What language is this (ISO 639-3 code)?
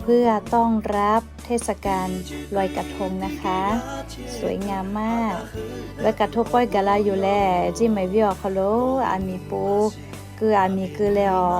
lhu